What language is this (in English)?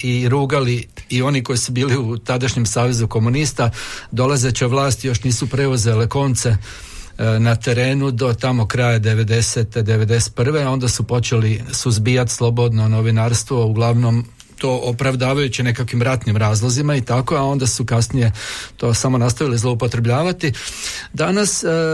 Croatian